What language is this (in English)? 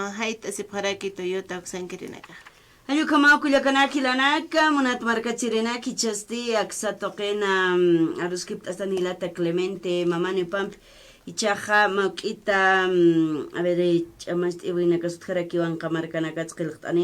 Aymara